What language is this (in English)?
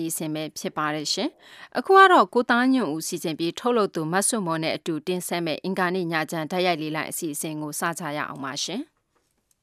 Burmese